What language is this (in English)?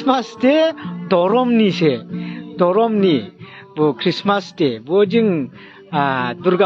Dimasa